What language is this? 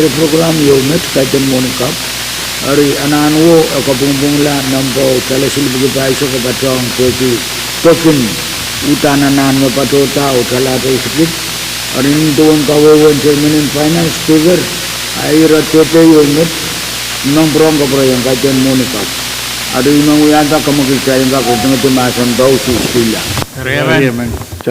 Pohnpeian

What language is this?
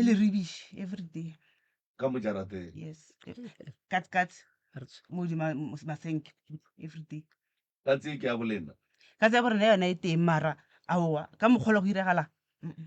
Northern Sotho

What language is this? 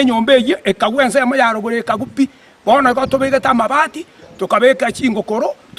Gusii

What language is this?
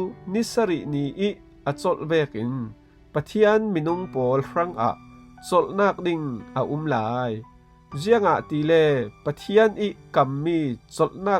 Falam Chin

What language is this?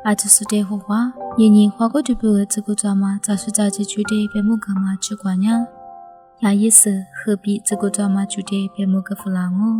Lisu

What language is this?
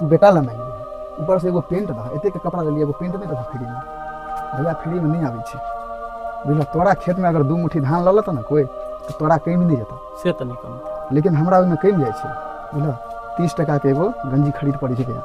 Maithili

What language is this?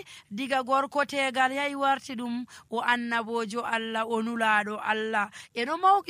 Nigerian Fulfulde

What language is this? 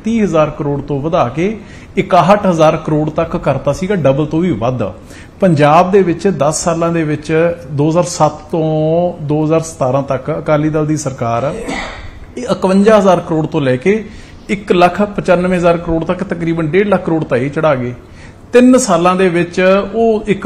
Punjabi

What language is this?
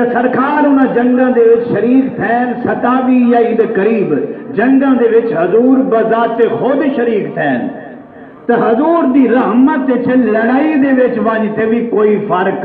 Saraiki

